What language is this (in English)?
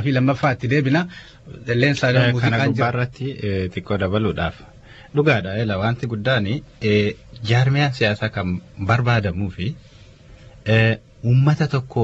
Oromo